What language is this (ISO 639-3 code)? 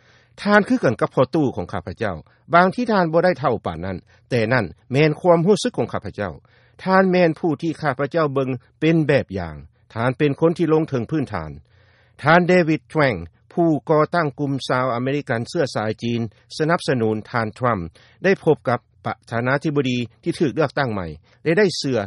lao